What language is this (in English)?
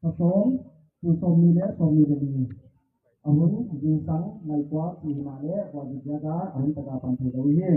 Tedim Chin